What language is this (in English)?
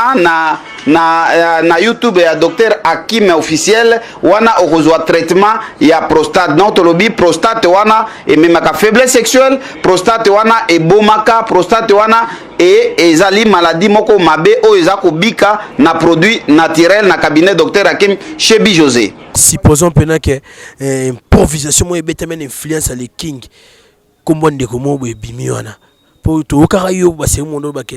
Lingala